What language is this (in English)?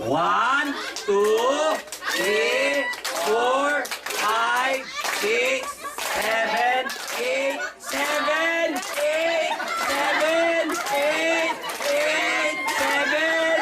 Iloko